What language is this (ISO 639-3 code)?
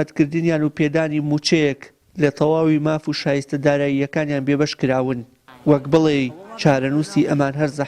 ckb